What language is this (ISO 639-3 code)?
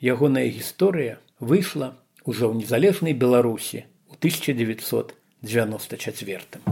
bel